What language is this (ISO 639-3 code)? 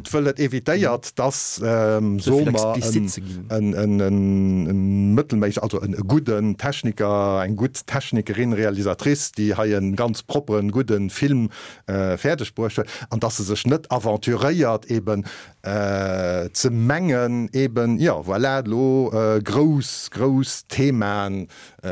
ltz